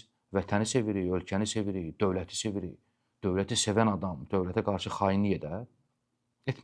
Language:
Azerbaijani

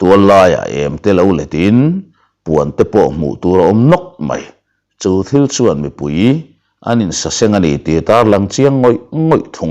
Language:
Mizo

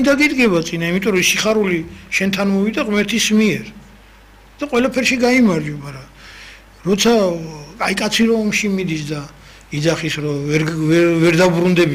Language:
Georgian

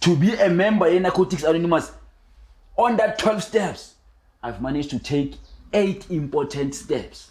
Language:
Zulu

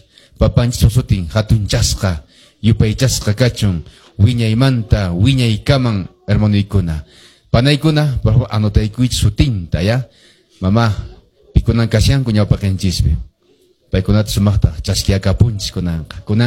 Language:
Quechua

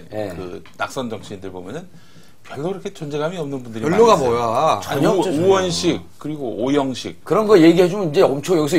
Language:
Korean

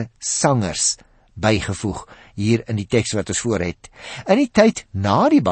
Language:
Afrikaans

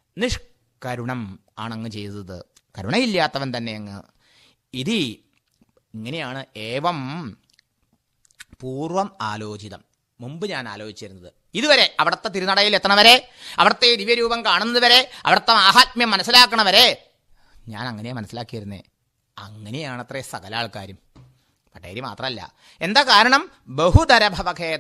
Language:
Malayalam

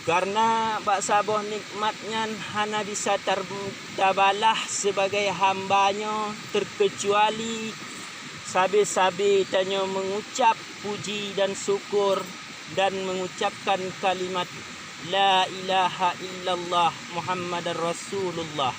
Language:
Achinese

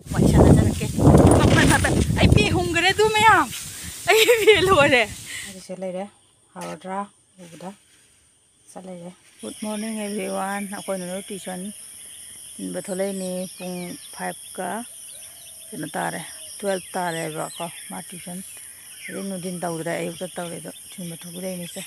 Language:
Manipuri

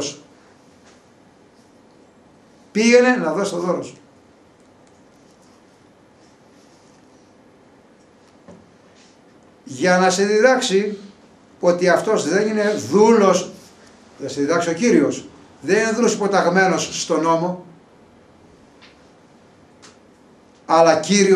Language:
Greek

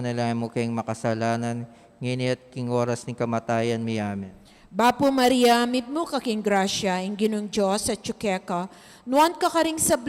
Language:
Pampanga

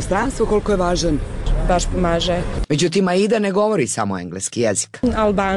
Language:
Bosnian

